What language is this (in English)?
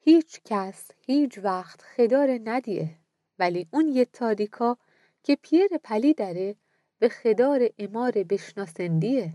Gilaki